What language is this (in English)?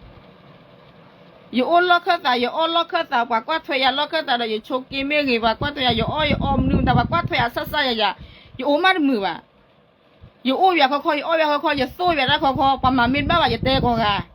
S'gaw Karen